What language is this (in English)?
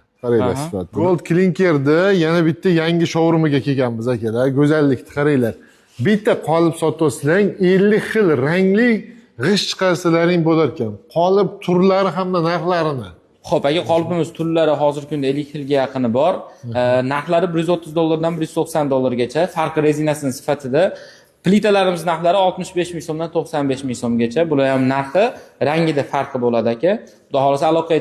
Uzbek